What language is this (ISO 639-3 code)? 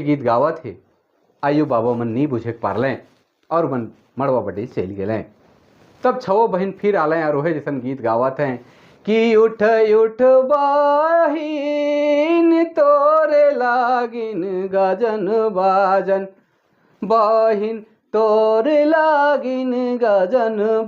sck